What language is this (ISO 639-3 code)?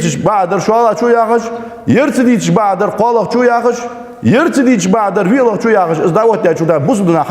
inh